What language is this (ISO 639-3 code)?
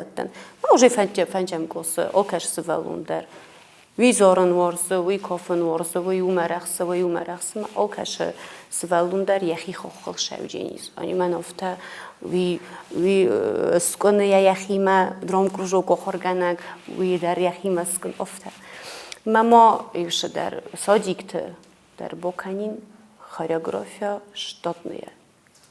oss